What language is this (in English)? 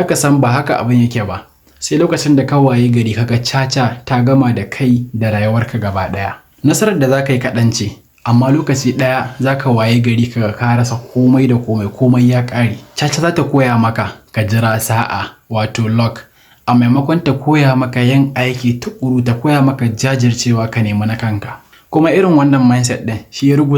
Hausa